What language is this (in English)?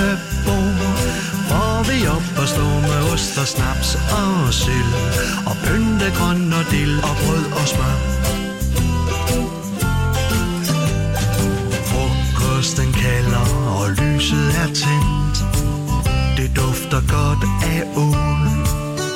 Danish